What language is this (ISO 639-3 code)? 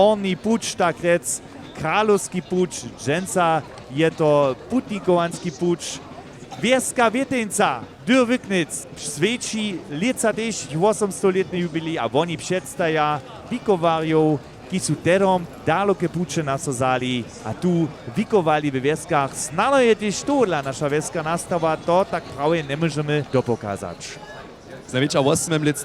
hsb